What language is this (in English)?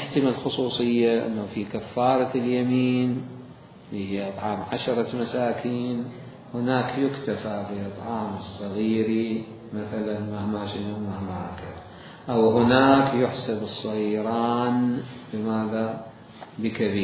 Mesopotamian Arabic